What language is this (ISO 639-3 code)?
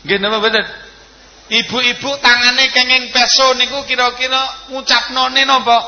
jav